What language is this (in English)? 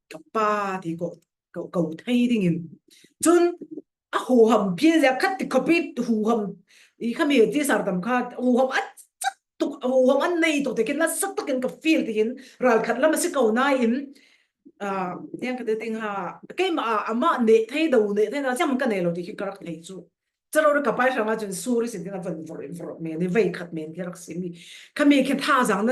Falam Chin